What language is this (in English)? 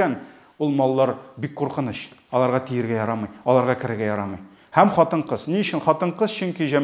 Tatar